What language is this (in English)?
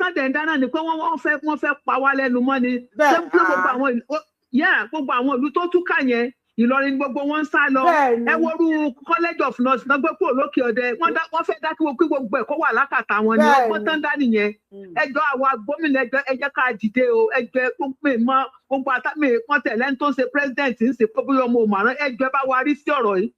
Yoruba